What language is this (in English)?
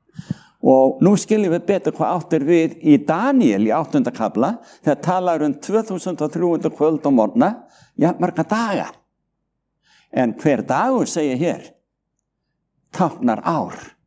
Icelandic